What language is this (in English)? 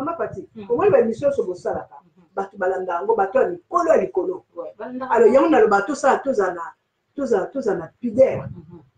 Lingala